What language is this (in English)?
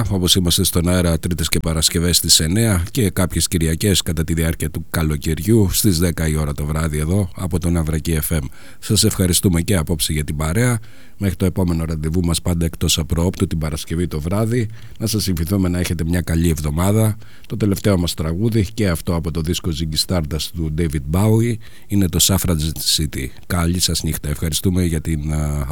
Greek